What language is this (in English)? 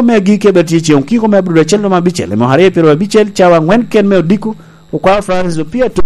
Lango (Uganda)